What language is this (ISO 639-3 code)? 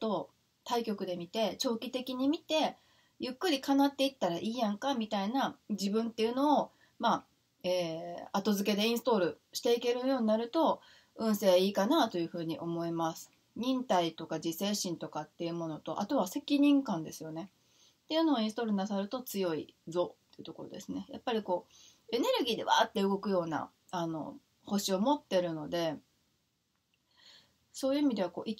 jpn